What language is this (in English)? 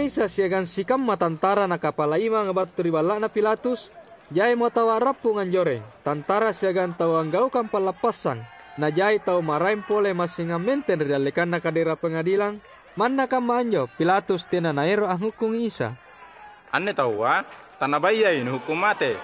Makasar